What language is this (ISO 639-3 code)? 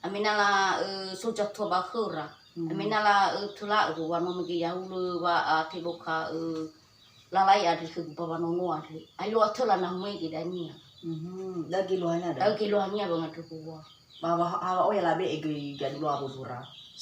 nia